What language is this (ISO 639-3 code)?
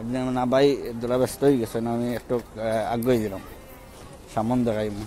syl